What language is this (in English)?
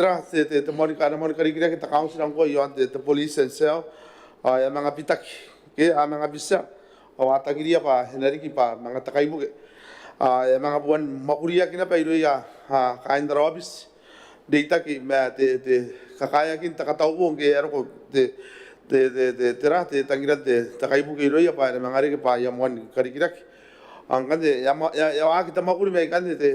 Gilbertese